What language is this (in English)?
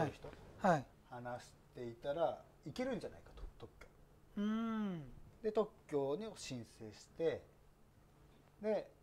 Japanese